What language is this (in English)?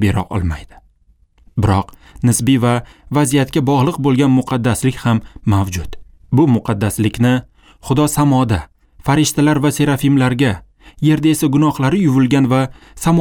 Uzbek